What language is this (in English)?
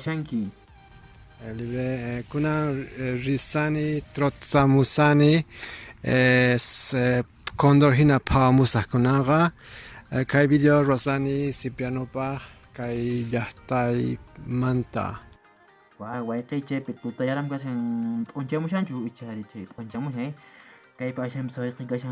Quechua